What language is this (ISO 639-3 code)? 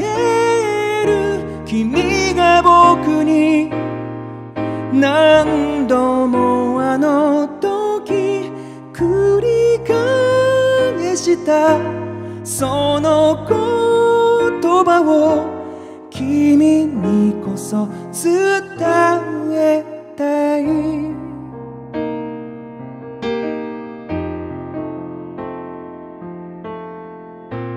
jpn